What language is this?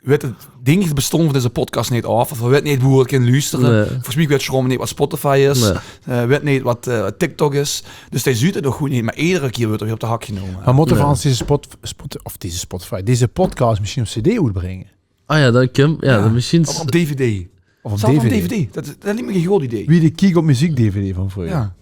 Limburgish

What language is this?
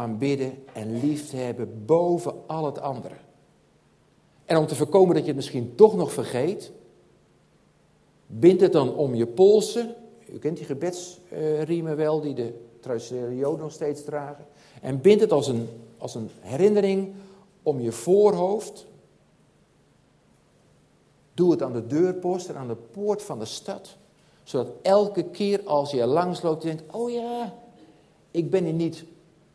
Dutch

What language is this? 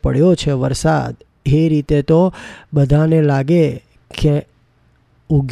Gujarati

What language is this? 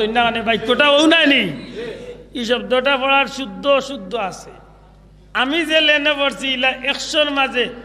Sylheti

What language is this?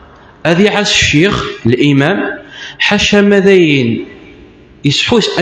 Kabyle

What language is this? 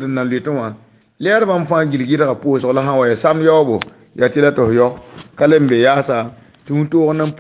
Mossi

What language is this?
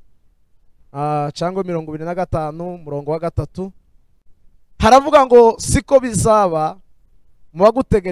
Kinyarwanda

